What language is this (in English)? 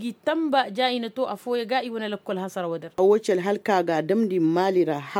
Koyraboro Senni